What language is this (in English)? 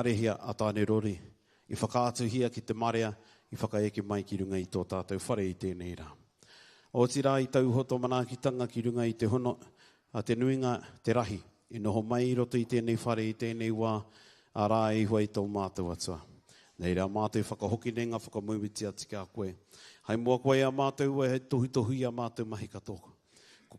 Māori